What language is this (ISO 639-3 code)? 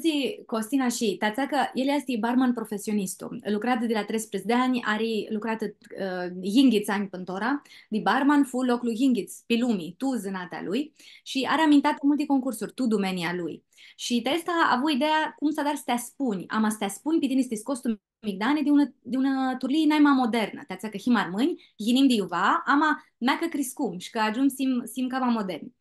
rup